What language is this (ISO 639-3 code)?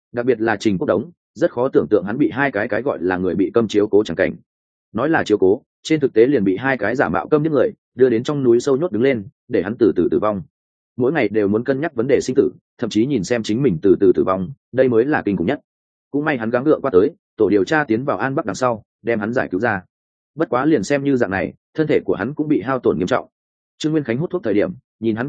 vie